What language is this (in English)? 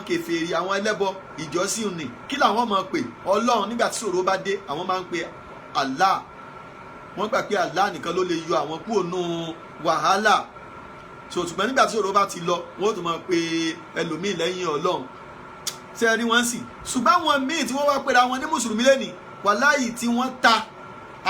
Yoruba